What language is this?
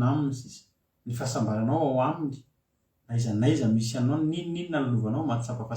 Malagasy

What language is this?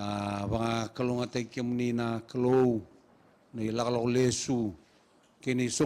Fijian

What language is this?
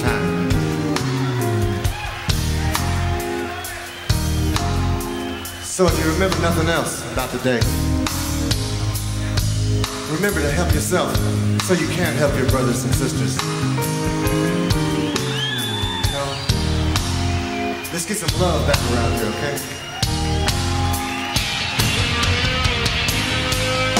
English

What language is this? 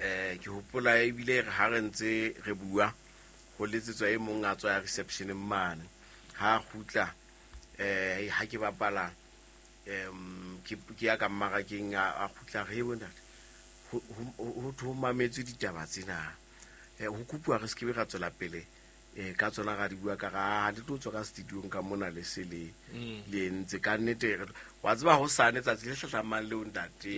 Southern Sotho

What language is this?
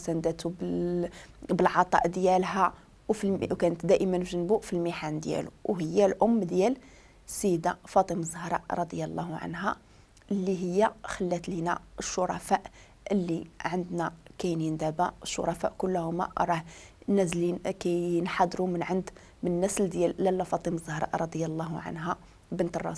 Moroccan Arabic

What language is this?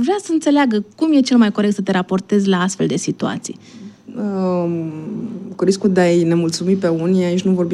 Romanian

